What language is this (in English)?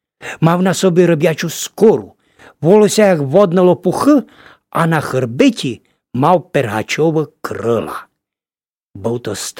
Rusyn